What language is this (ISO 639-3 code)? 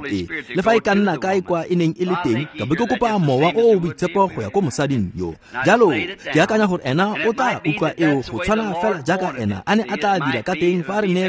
tsn